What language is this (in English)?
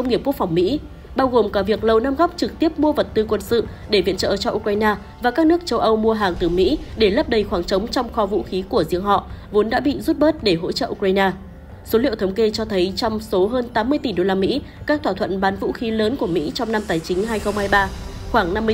Vietnamese